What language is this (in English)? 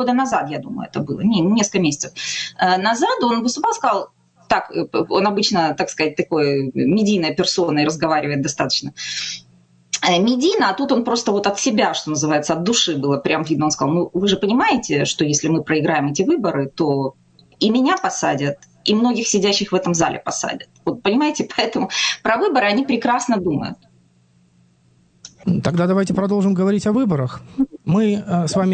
Russian